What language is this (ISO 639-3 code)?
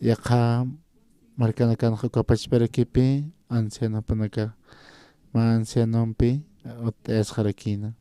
aym